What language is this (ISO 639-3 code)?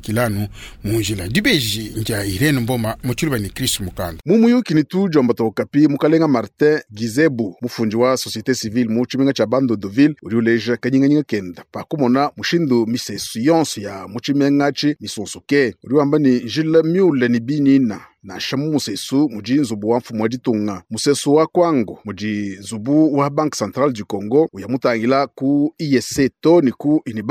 lua